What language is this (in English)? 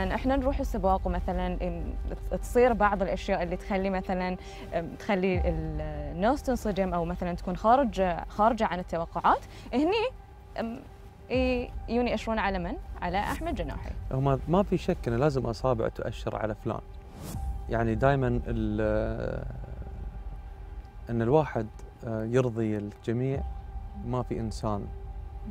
Gulf Arabic